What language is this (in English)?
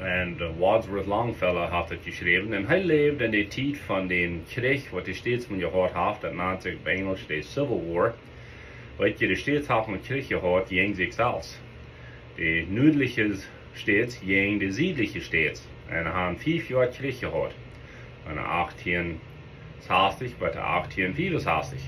Plautdietsch